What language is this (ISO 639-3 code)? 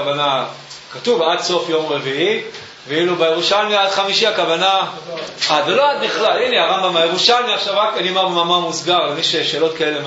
heb